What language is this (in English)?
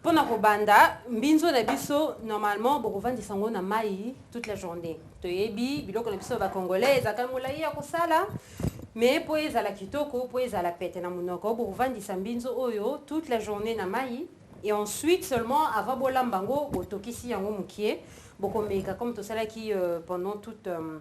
Lingala